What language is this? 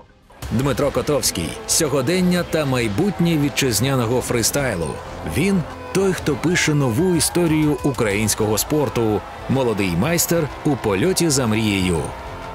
Ukrainian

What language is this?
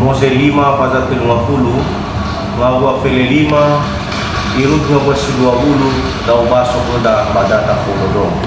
Nias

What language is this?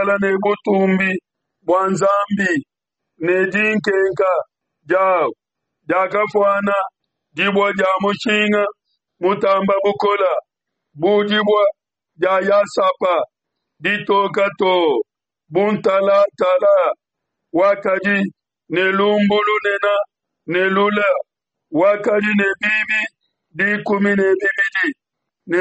Luba-Lulua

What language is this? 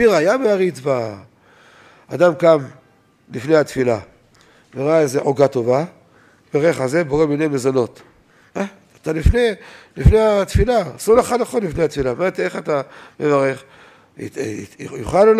Hebrew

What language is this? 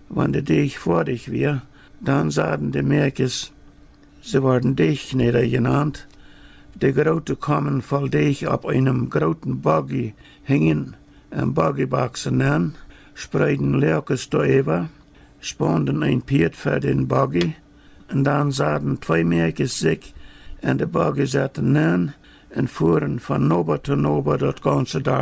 Plautdietsch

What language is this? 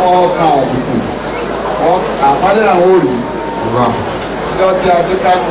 Yoruba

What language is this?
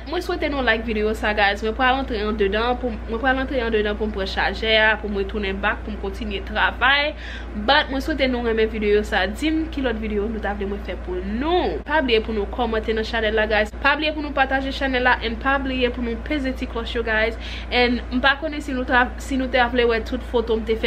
Haitian Creole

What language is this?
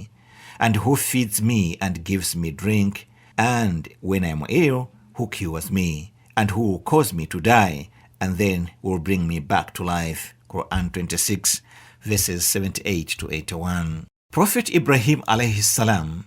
English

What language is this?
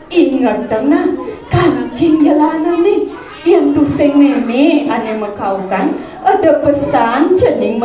Balinese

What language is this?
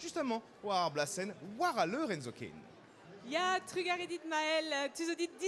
Breton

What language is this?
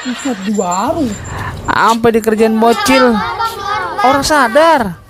Betawi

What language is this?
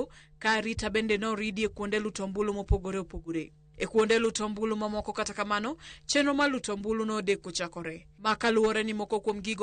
Luo (Kenya and Tanzania)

